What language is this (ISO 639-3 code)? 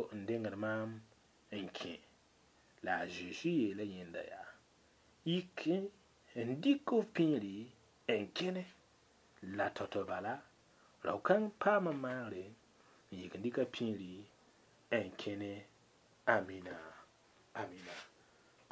mos